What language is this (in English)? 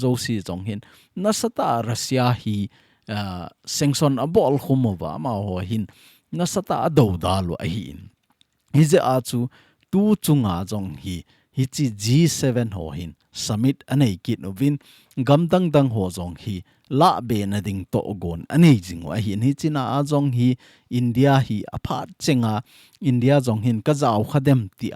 Thado Chin